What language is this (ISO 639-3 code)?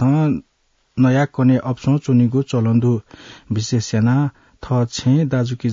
new